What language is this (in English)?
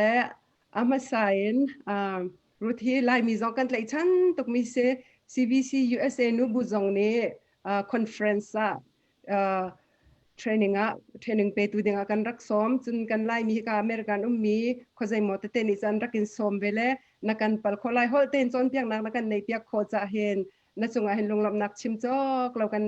Hakha Chin